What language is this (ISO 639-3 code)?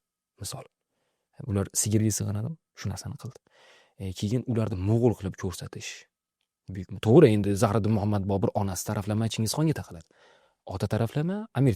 uzb